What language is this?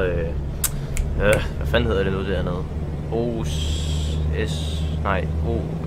Danish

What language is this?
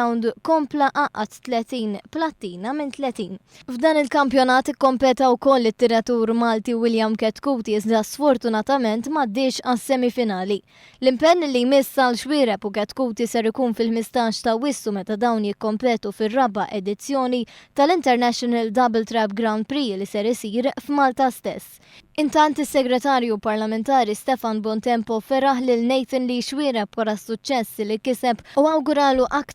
Maltese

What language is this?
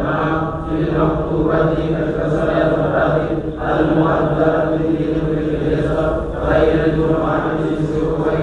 Swahili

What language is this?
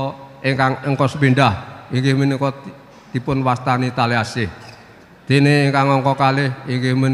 Javanese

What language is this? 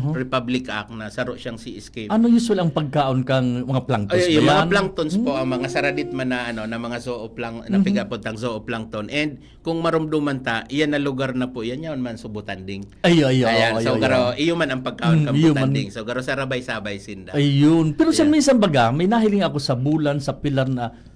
Bikol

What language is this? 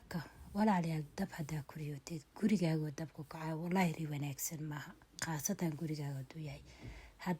Somali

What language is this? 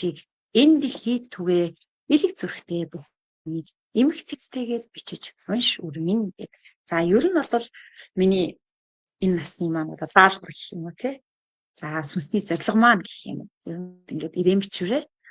Mongolian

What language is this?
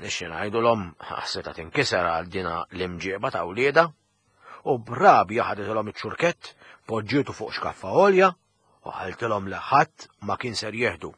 Maltese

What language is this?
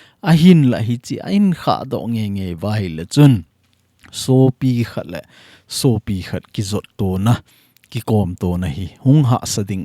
Thado Chin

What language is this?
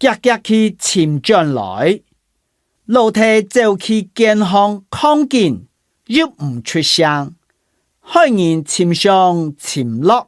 Hakka Chinese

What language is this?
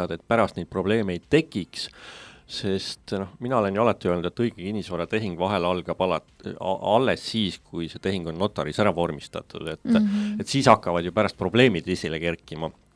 Estonian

